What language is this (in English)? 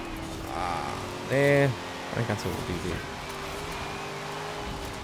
German